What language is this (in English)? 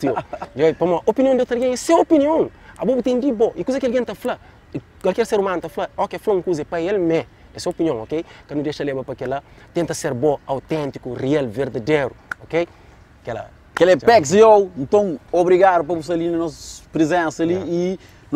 Kabuverdianu